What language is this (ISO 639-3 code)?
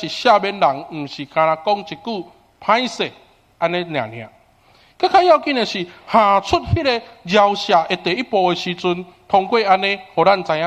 nan